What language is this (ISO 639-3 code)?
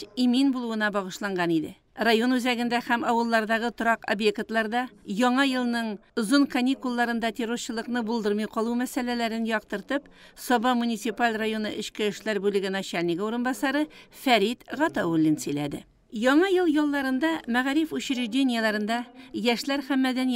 tat